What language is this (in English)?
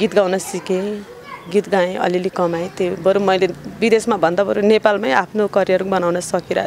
Nepali